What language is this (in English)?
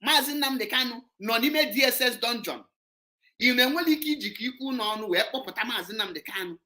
Igbo